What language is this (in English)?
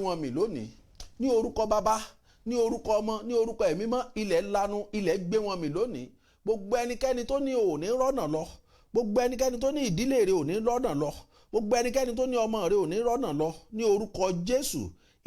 Yoruba